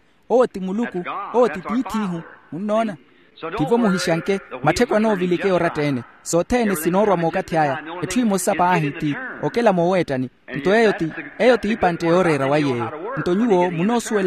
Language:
Makhuwa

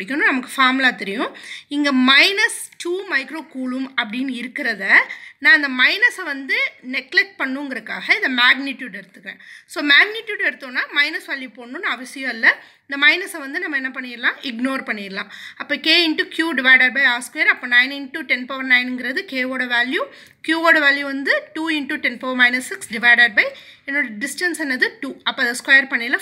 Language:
Tamil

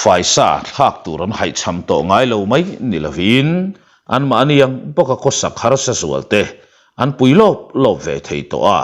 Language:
Mizo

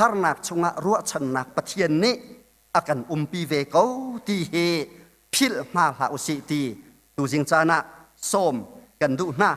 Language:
Hakha Chin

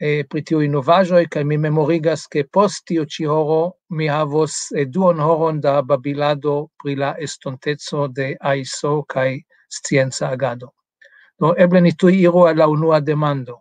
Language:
Esperanto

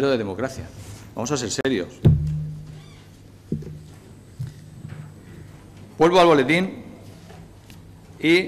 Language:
Spanish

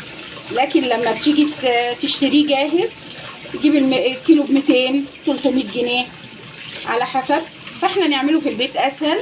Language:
Egyptian Arabic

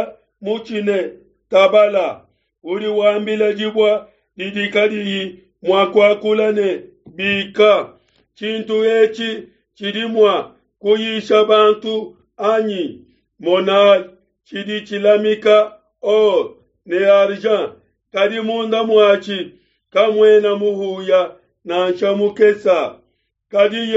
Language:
Luba-Lulua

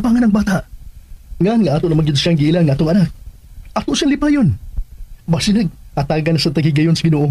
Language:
Cebuano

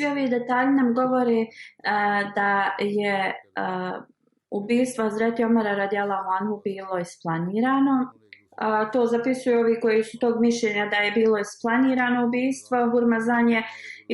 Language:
Bosnian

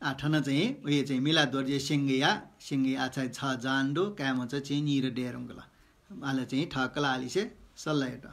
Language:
Newari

